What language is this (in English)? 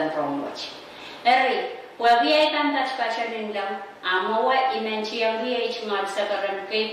Pohnpeian